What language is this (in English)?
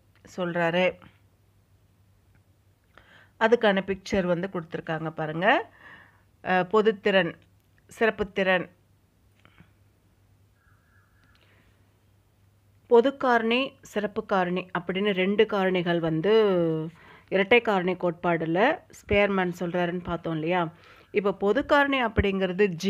Tamil